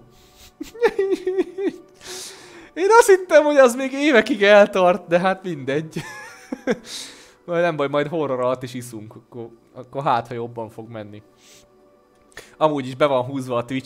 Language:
Hungarian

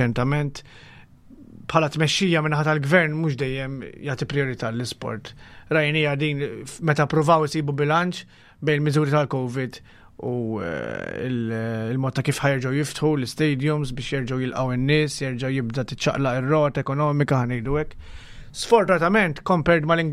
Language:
Maltese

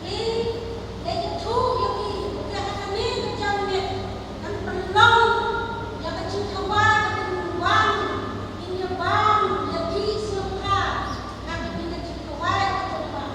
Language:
Khasi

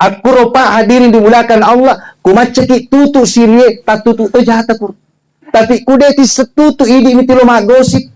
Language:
Buginese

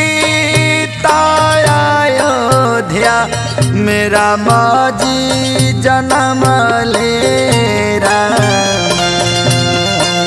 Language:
Bhojpuri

